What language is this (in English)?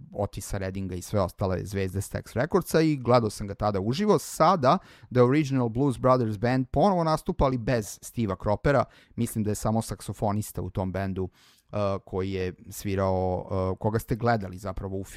Serbian